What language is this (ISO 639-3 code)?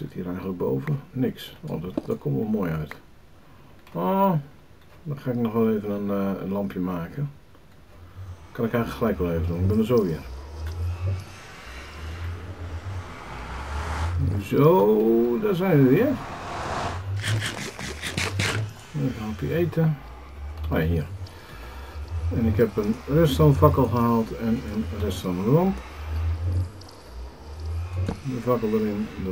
nld